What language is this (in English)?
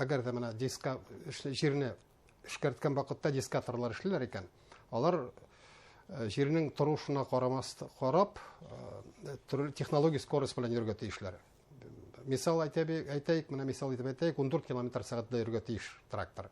Bashkir